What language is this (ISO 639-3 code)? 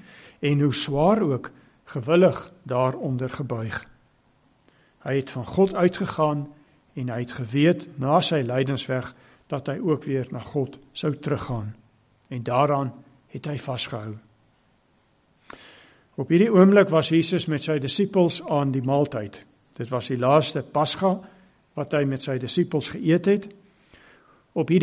afr